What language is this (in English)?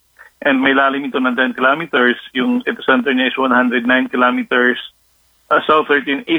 Filipino